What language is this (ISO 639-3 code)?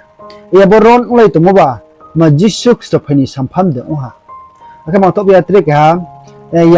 ria